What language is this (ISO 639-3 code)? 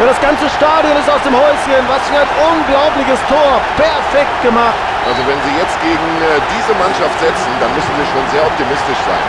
bar